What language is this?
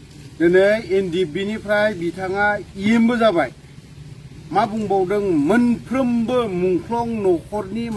Bodo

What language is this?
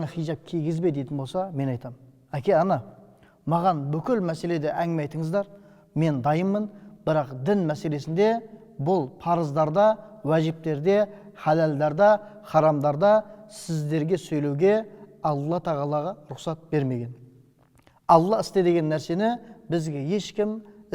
Kazakh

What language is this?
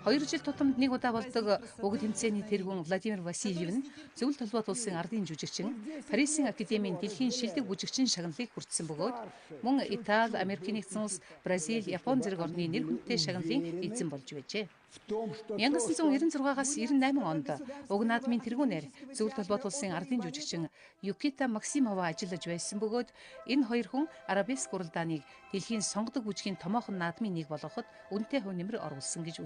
Mongolian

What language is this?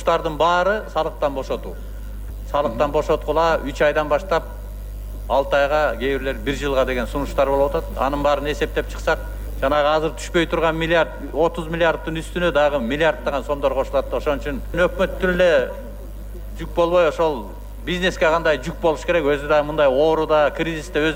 Kyrgyz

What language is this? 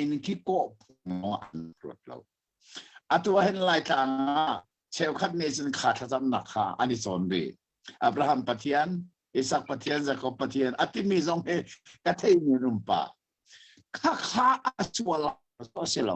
Hakha Chin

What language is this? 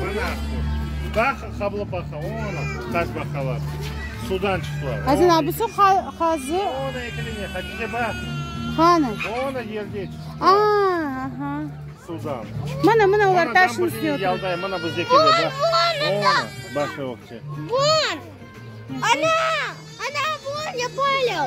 Crimean Tatar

